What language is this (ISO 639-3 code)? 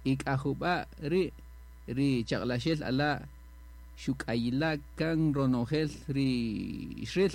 cak